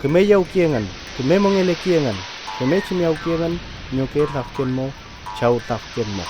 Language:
Mapuche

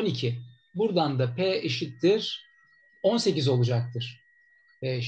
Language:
Turkish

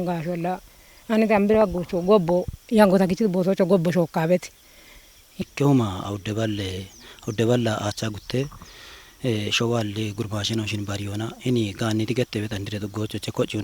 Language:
Kafa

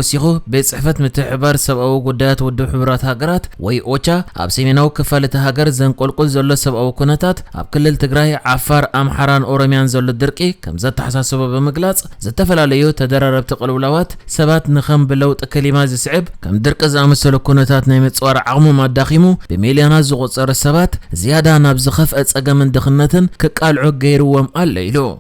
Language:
Tigrinya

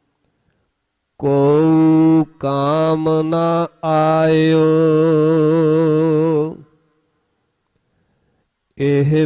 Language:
Punjabi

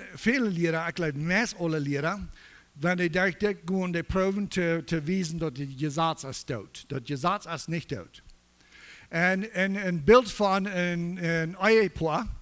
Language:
Plautdietsch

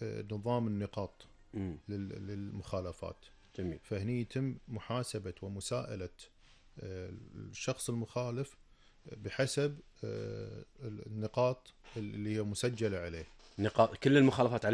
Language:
Gulf Arabic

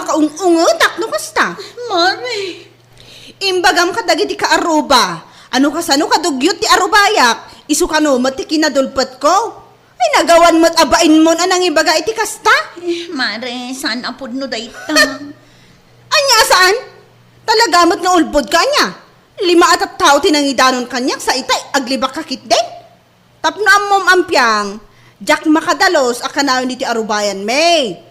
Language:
Iloko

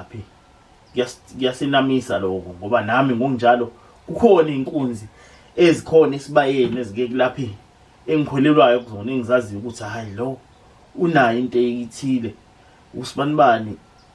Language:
Zulu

